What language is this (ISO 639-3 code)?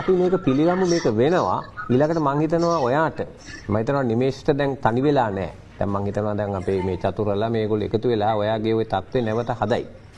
sin